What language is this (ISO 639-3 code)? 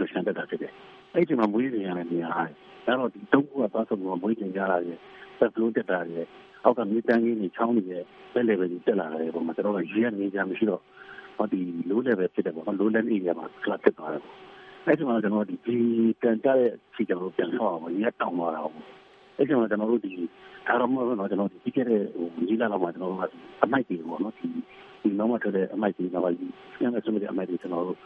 mya